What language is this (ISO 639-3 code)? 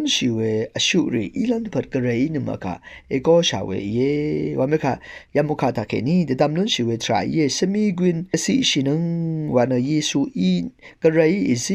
raw